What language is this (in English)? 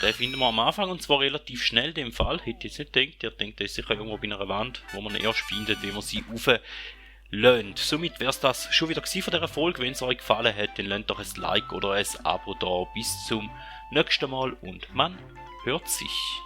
Swiss German